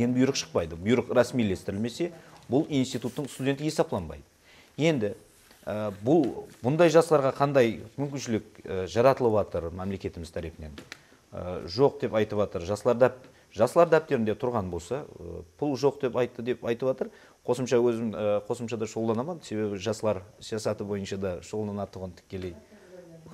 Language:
Kara-Kalpak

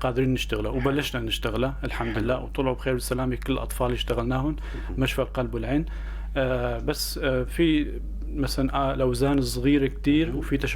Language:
North Levantine Arabic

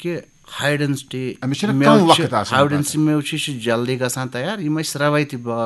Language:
Kashmiri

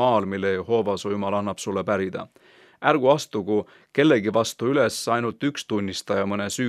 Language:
Estonian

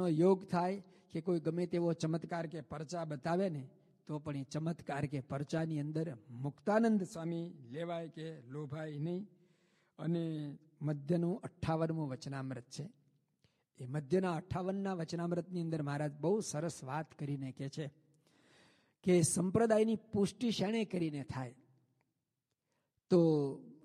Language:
Gujarati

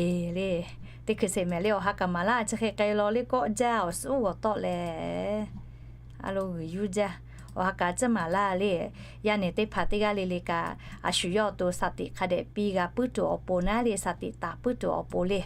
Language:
Lahu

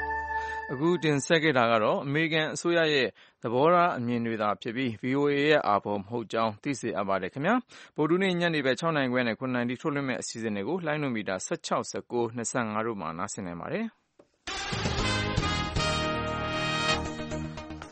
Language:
Burmese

